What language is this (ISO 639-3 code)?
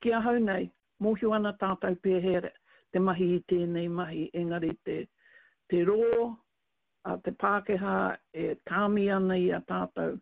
mri